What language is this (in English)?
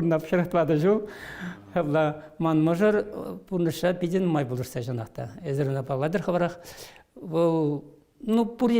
Chuvash